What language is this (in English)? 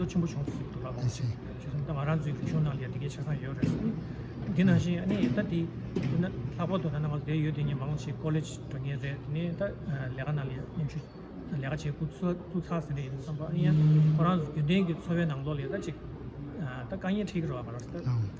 Tibetan